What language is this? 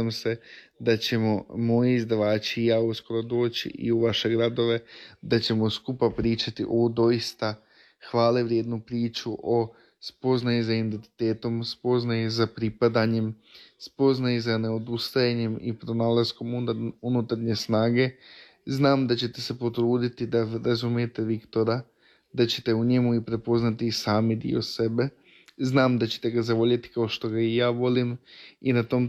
Croatian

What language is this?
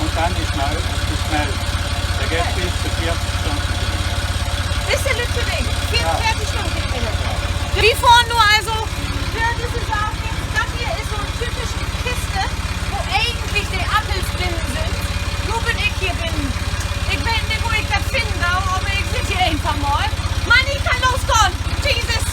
Low German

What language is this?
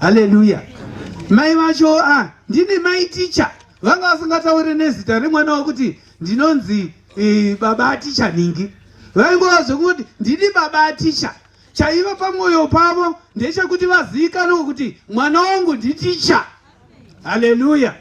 Shona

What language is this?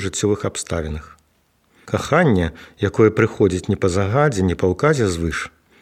Belarusian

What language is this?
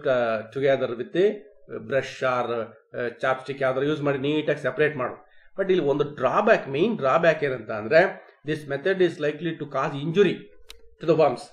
Kannada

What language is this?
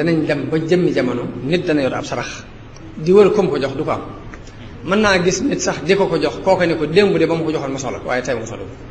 Wolof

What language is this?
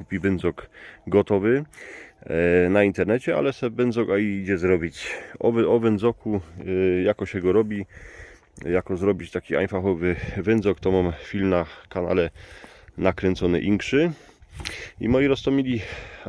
Silesian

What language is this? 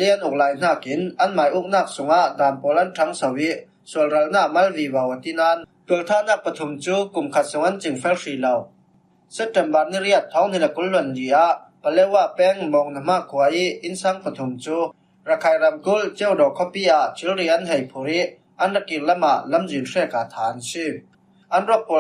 Falam Chin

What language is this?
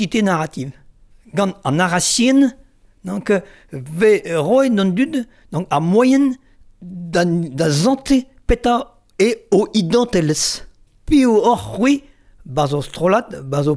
Breton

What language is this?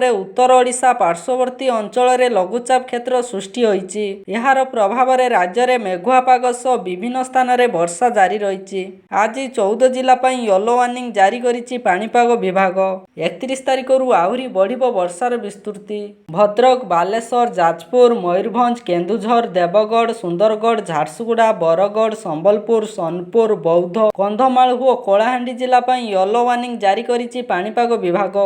Odia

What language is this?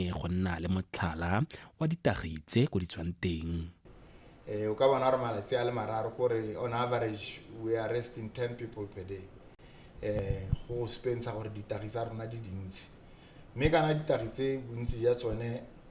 Tswana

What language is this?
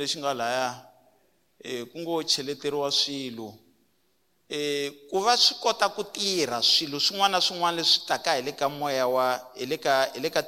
Tsonga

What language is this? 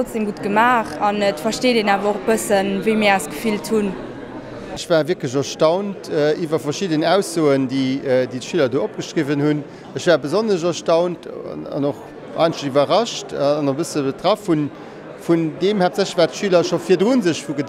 Luxembourgish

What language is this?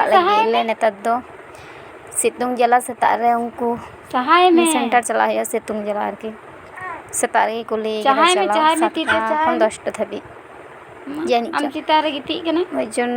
Santali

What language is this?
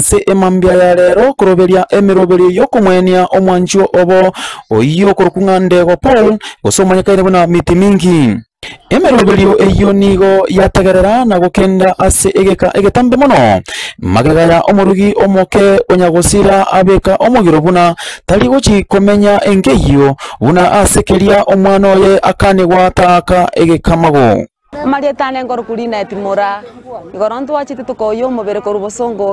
Gusii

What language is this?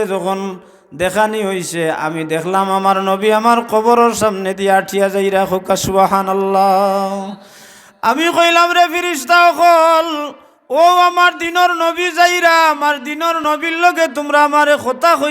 Sylheti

